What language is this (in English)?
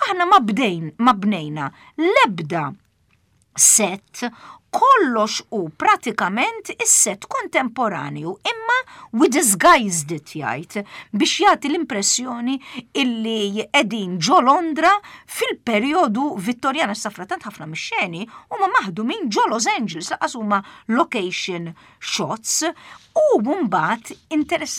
Maltese